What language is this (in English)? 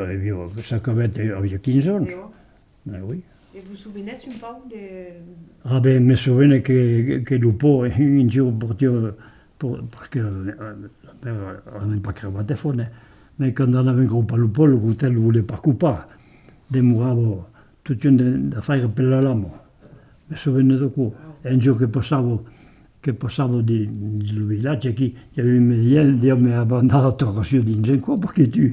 Occitan